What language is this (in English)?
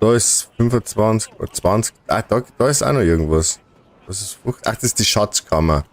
Bavarian